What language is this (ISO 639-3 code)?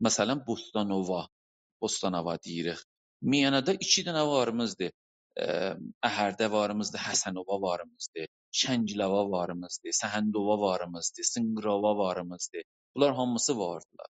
azb